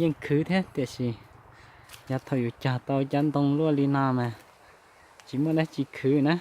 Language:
Hmong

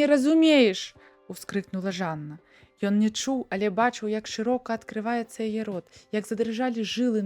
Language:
Belarusian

